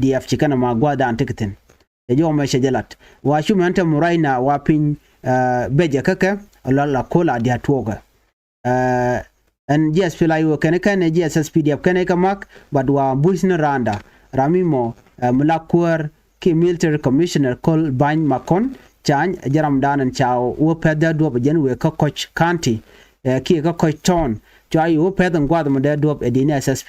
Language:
Nuer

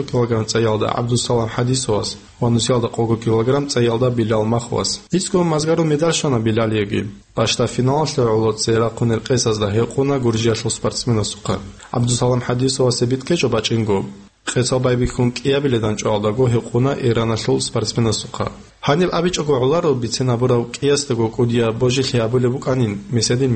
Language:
Avaric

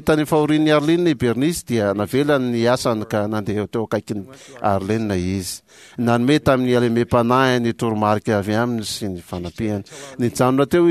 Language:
Malagasy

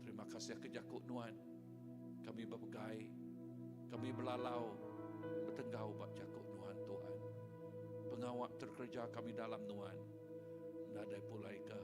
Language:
Iban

